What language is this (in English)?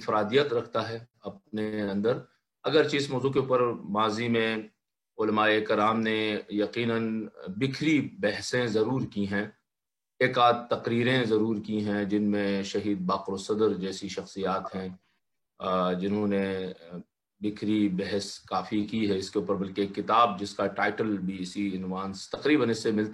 Urdu